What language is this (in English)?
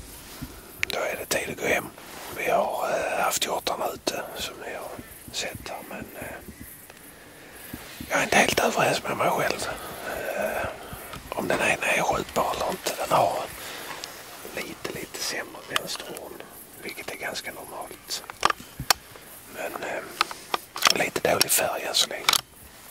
Swedish